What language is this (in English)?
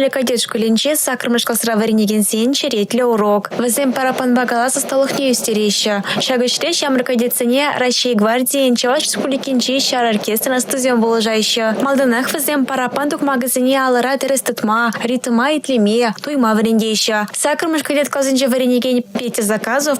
Chuvash